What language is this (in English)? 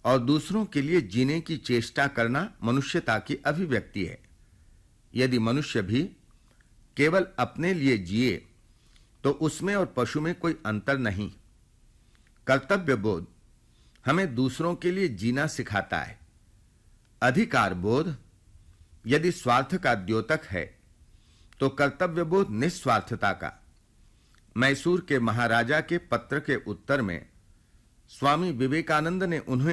Hindi